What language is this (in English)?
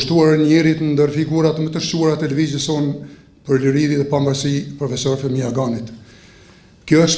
Albanian